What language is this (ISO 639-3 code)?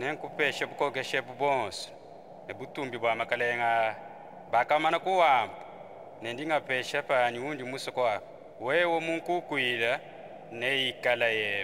lua